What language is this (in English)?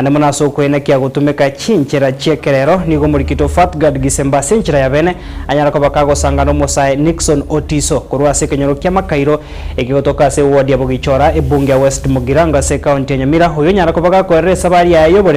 Gusii